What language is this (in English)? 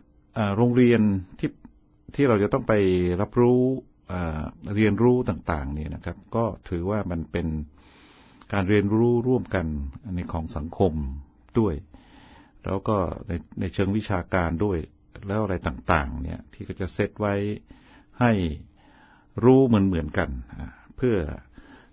Thai